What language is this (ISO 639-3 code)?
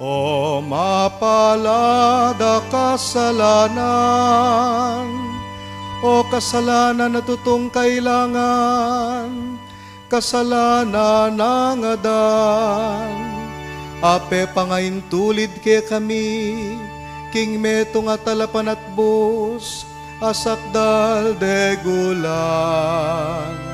pam